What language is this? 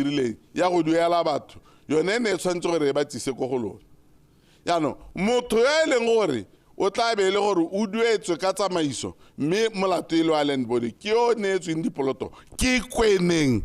Tswana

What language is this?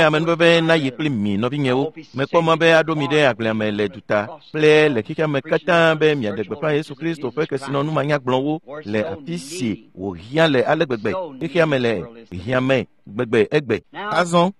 Ewe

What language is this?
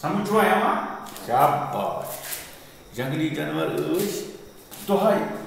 Kashmiri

